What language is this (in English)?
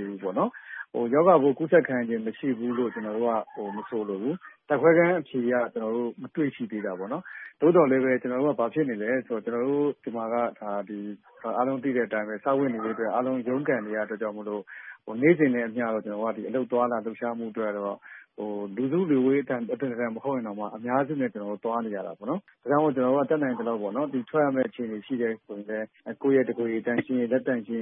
Burmese